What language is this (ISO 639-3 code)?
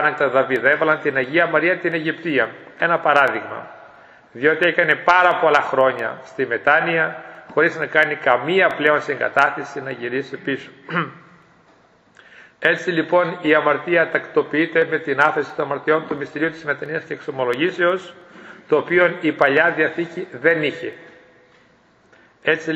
ell